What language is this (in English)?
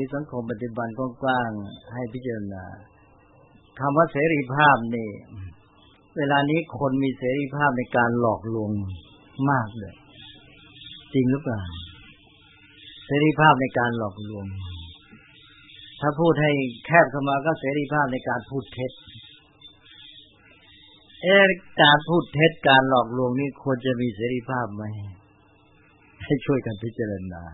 Thai